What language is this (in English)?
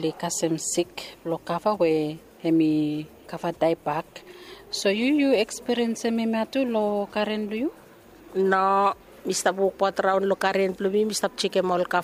Bislama